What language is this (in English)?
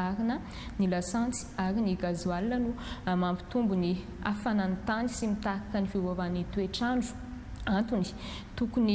Malagasy